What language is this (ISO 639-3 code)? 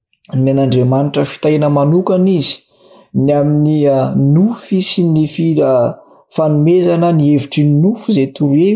mlg